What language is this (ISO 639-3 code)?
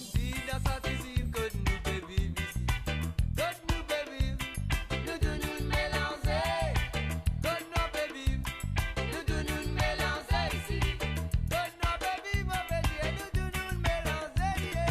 mfe